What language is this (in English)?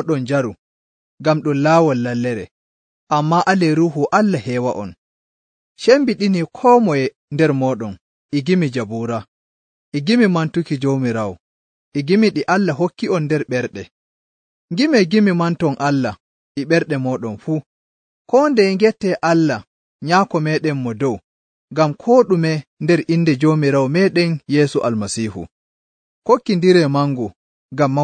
Nigerian Fulfulde